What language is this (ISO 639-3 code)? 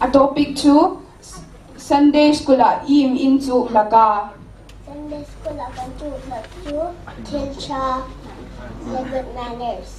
hmr